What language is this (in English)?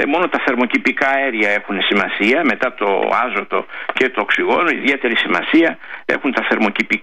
Greek